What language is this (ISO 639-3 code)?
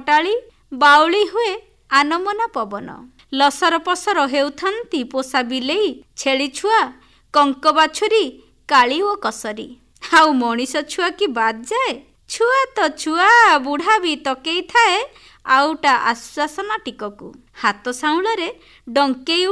ori